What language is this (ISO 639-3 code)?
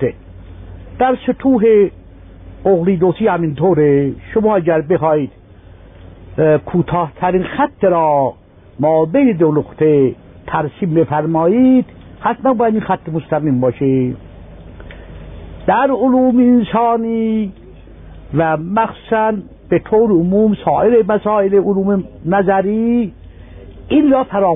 fas